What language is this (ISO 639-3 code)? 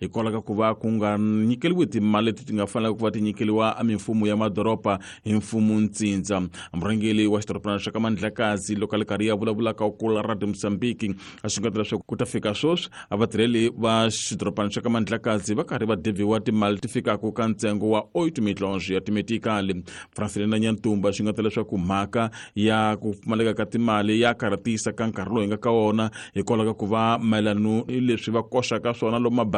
tso